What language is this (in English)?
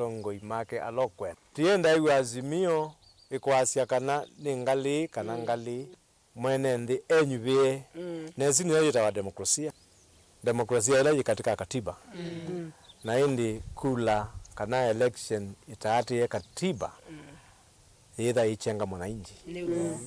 Kamba